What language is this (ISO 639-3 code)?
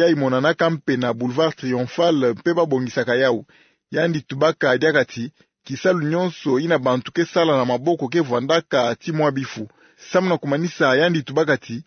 ktu